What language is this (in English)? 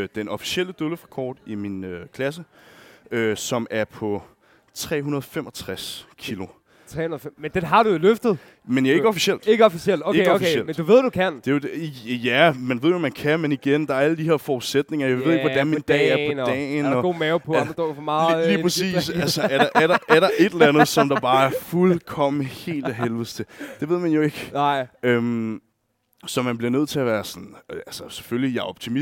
Danish